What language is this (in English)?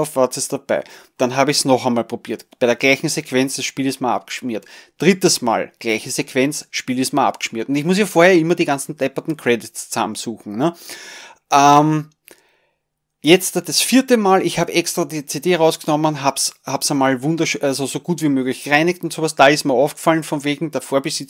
German